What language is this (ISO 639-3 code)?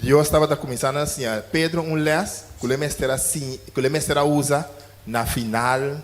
pap